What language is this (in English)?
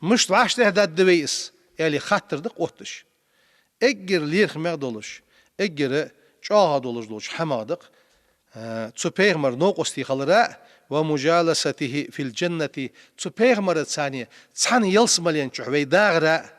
Ingush